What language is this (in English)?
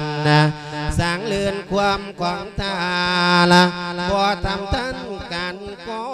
Lao